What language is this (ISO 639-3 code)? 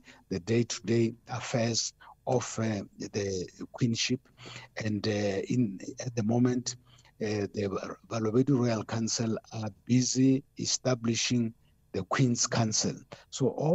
eng